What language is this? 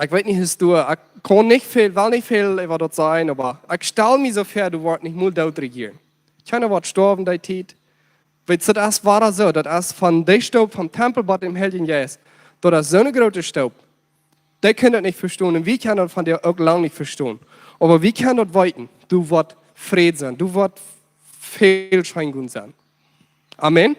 Plautdietsch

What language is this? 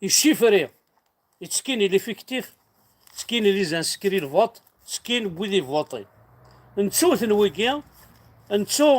Kabyle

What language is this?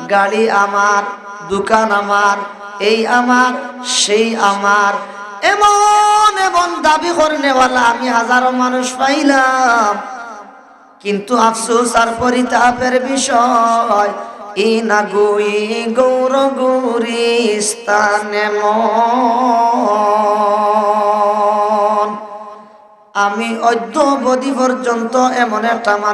Sylheti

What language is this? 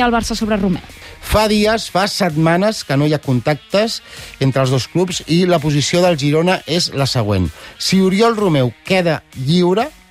Catalan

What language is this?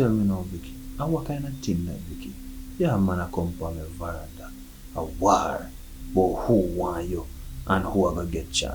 Jamaican Creole English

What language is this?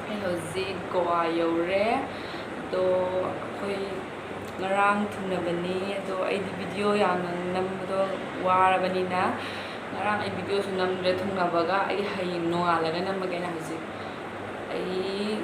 Manipuri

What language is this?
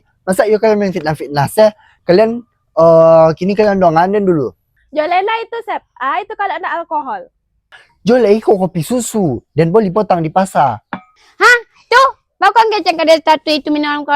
Minangkabau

